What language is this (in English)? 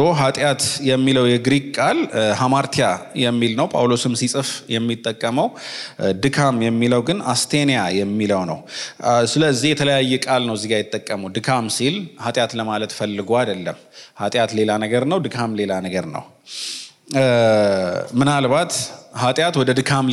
Amharic